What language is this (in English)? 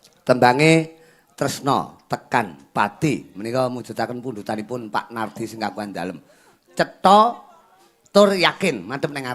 Javanese